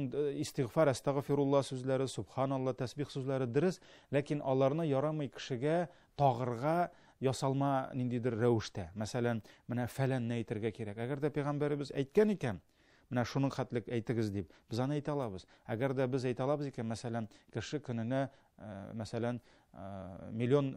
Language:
Tatar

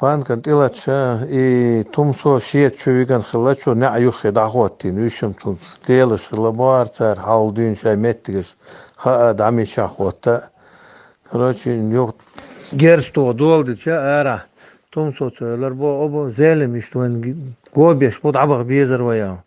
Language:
Chechen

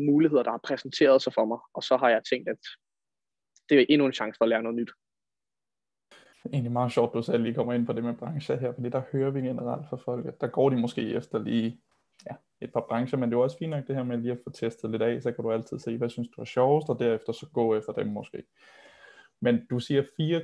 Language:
Danish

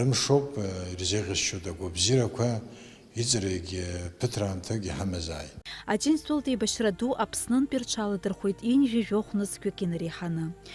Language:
Abkhazian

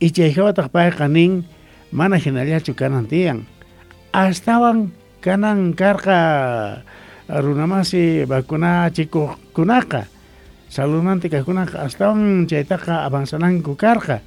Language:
South Bolivian Quechua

